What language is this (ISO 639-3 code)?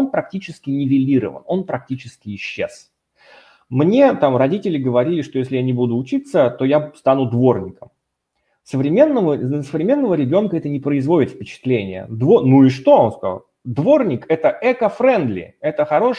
rus